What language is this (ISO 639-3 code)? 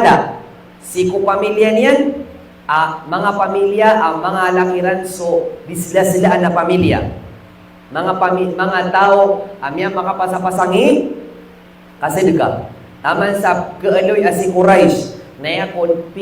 mrw